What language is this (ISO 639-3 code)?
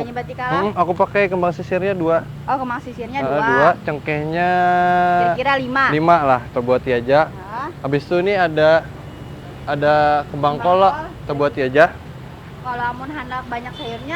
bjn